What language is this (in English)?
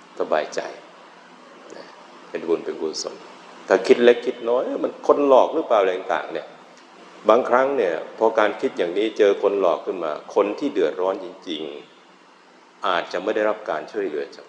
Thai